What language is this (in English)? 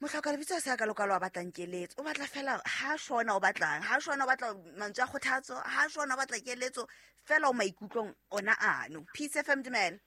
Southern Sotho